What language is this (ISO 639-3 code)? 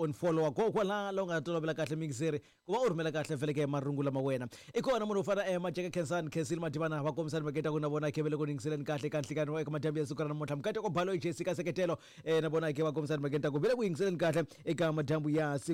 tso